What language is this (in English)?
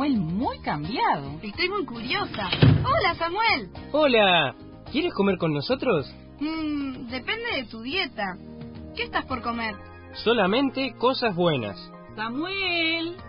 Spanish